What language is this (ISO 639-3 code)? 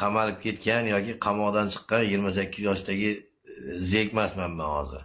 uzb